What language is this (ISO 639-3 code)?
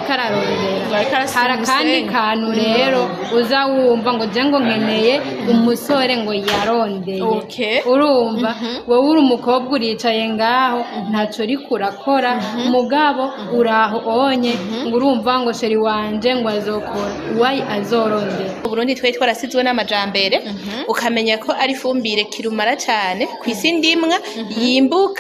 run